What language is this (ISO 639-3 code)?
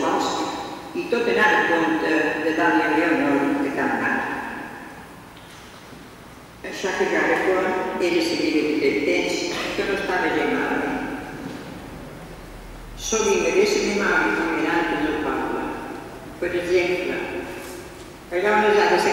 cat